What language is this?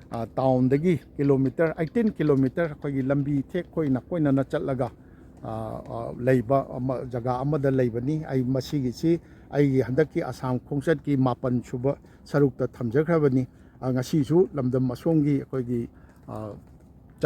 Manipuri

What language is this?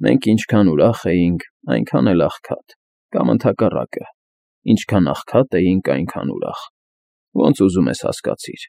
Armenian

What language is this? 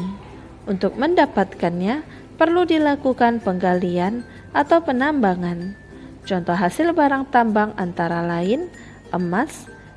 Indonesian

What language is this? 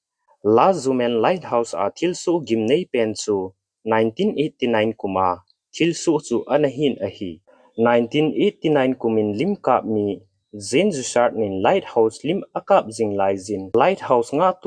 Thado Chin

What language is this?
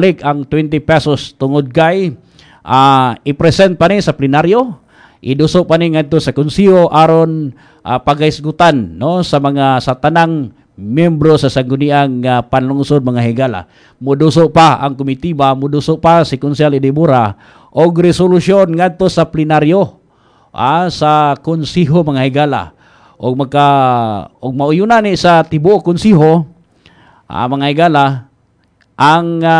Cebuano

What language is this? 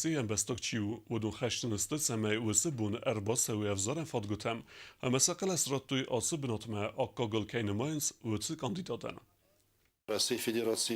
Ossetic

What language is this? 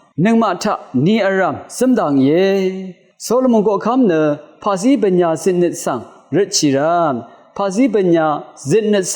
Rawang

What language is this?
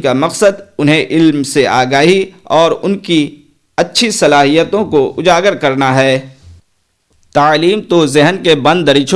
Urdu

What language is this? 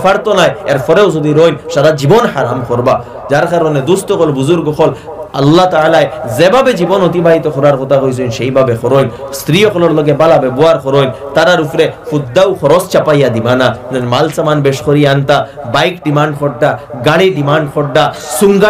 Sylheti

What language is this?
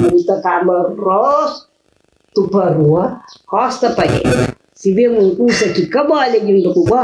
Kabuverdianu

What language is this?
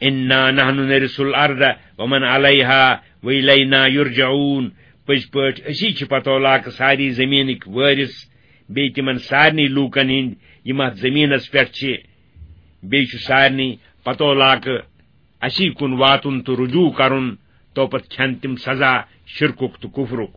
Kashmiri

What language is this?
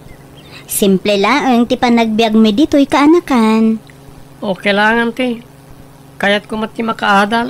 Iloko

